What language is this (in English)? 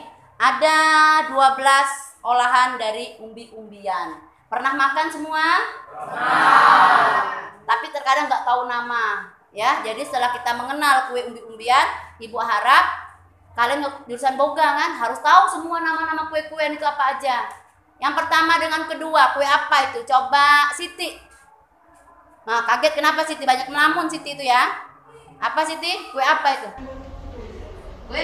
Indonesian